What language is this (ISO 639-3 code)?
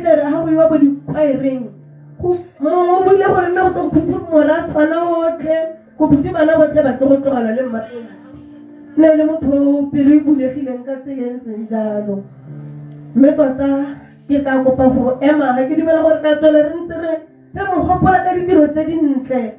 tsn